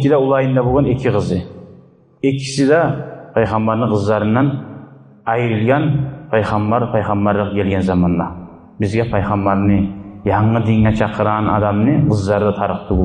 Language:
Kumyk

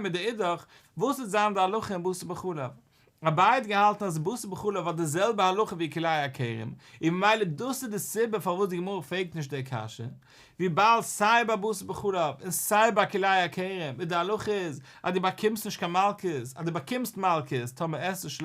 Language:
Yiddish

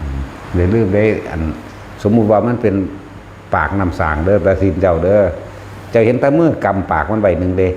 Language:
Northeastern Thai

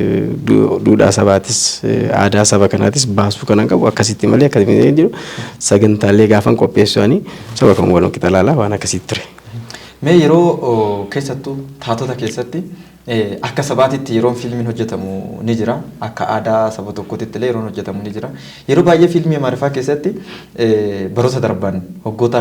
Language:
Oromo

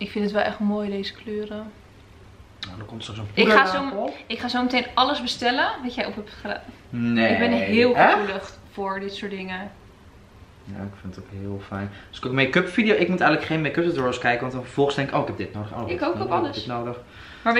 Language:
Dutch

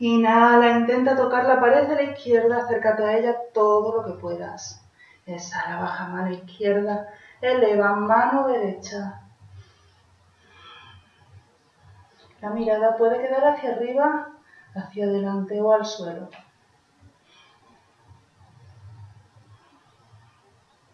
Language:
Spanish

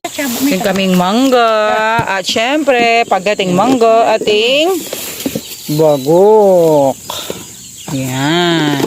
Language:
Pampanga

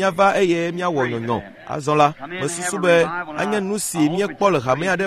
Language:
Ewe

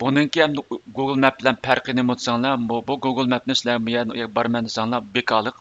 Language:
Uyghur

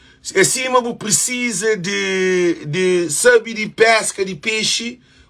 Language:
Kabuverdianu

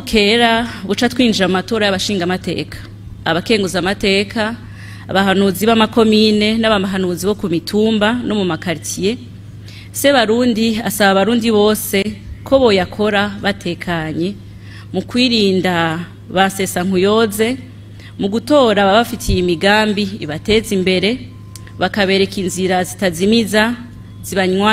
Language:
Rundi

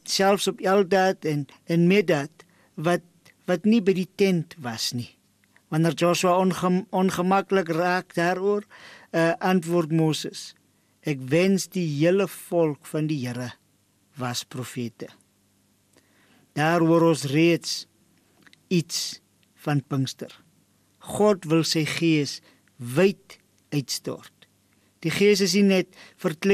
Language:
Afrikaans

